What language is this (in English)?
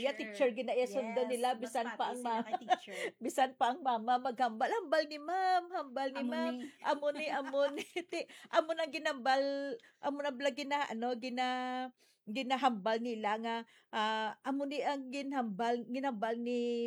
Hiligaynon